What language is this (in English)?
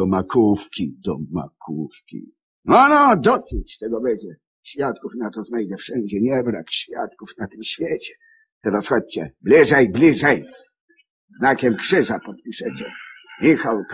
Polish